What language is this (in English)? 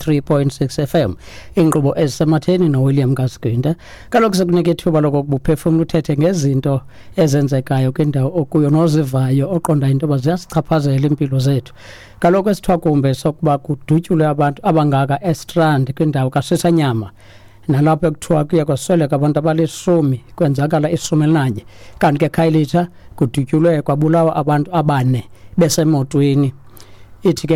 Xhosa